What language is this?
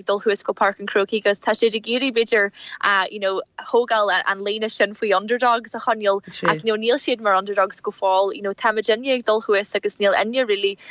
Irish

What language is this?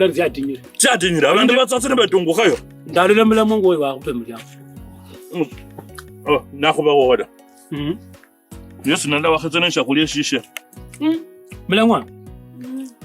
Kabras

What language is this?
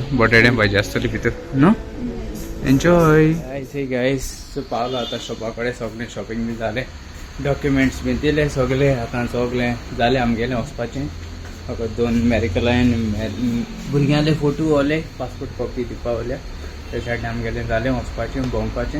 Konkani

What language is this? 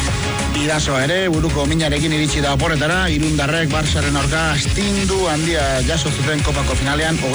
Basque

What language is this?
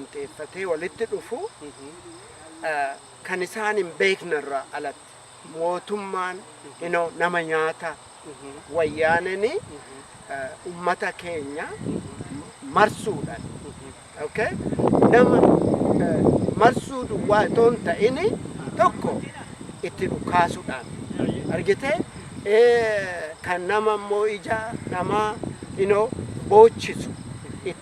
Oromo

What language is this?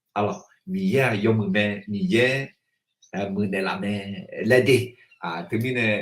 Akha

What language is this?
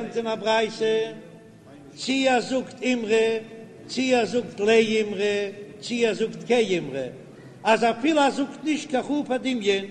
Yiddish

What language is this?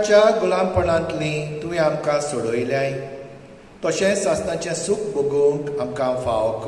Konkani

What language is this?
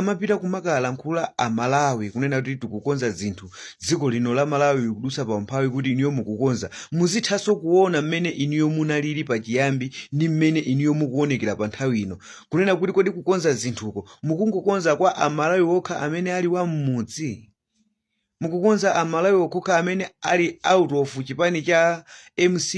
Nyanja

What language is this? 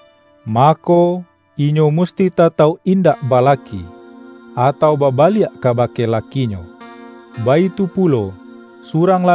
Minangkabau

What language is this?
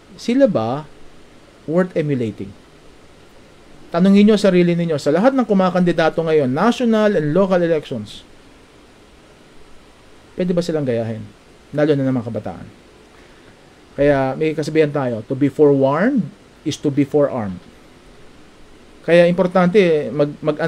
Filipino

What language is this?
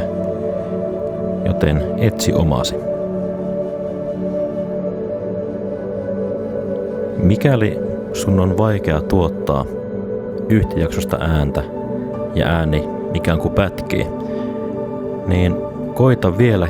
Finnish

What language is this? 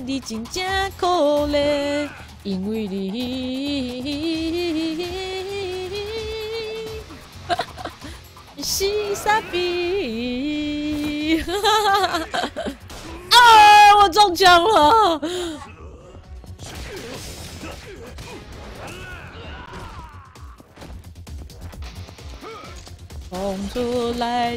Chinese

